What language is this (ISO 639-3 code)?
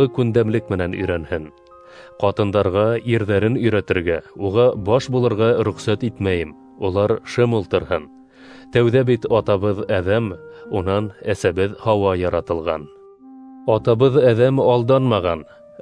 bak